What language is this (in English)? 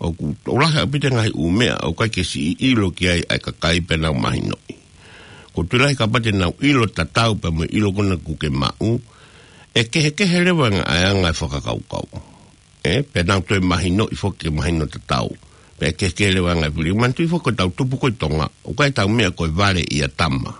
Tongan